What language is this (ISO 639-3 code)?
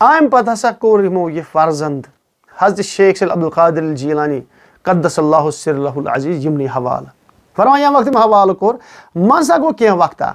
kas